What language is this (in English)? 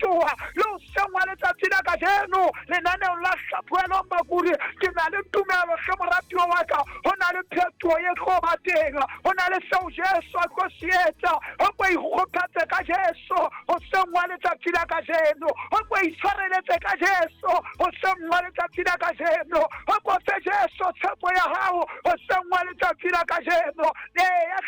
Southern Sotho